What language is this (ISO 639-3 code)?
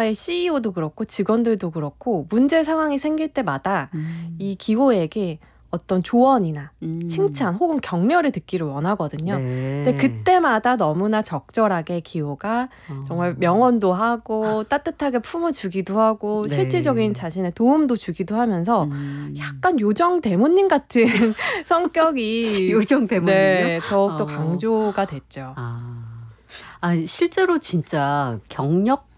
kor